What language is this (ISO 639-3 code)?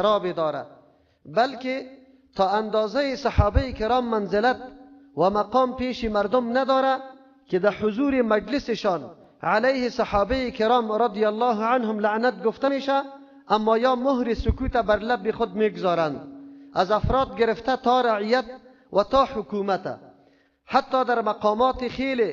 fas